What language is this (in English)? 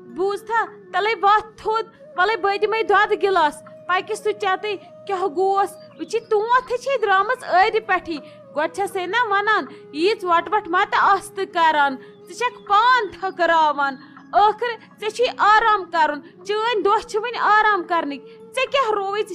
Kashmiri